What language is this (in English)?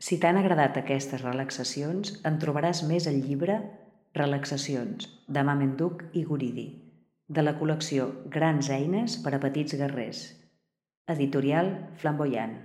Catalan